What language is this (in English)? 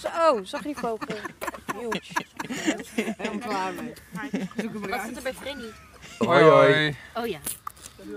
Dutch